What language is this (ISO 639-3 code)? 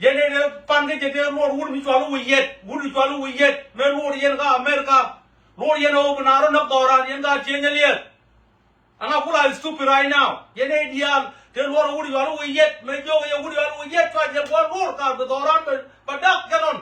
nus